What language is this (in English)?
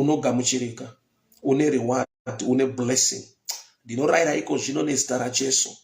Shona